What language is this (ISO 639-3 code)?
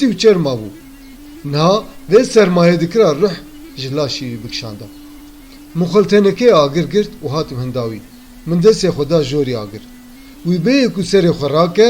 kur